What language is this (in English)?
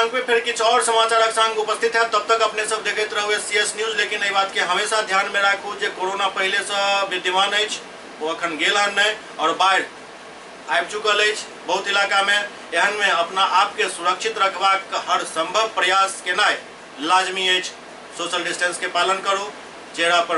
Maithili